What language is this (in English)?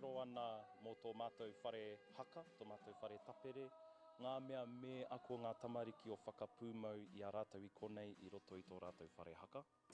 Māori